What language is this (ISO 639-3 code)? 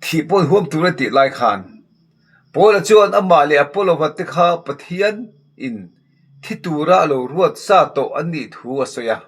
lus